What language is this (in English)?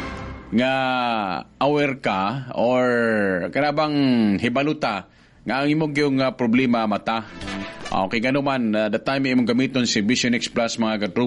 Cebuano